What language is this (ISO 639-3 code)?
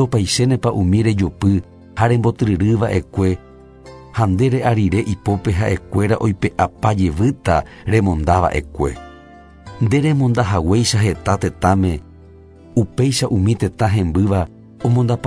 grn